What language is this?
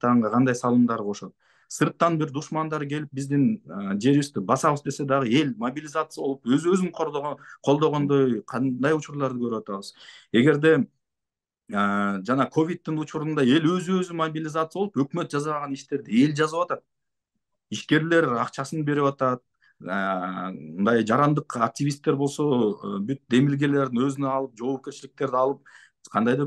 Kyrgyz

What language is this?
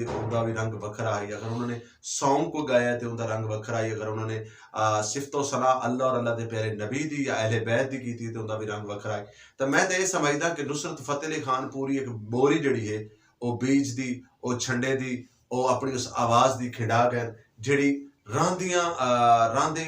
Western Panjabi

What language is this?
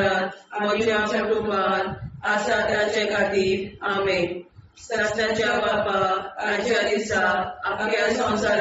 Konkani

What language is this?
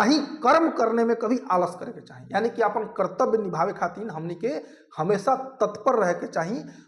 Bhojpuri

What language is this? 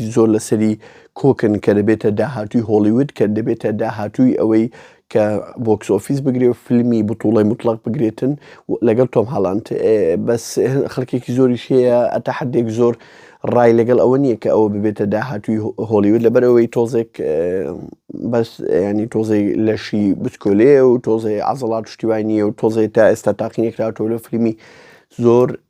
Central Kurdish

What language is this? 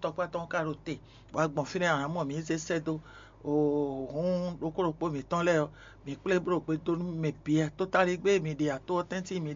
Fon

